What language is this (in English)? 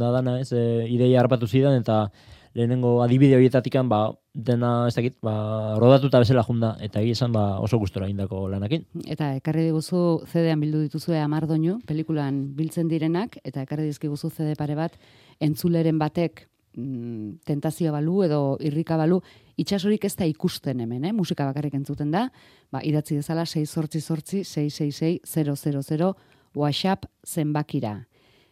Basque